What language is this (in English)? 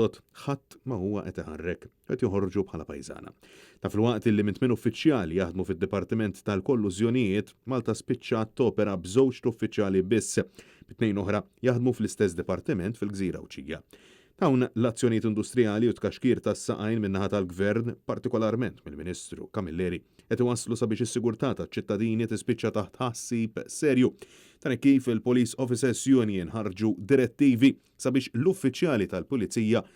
Maltese